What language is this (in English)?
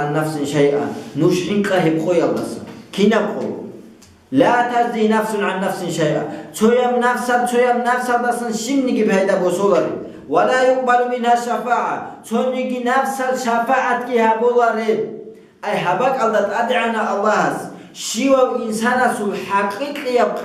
Avaric